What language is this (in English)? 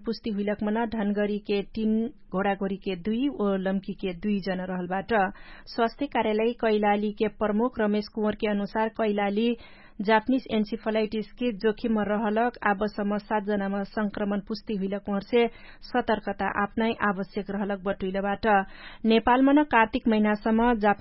Dangaura Tharu